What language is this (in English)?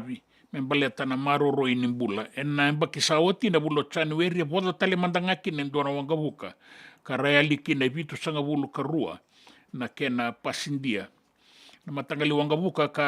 Fijian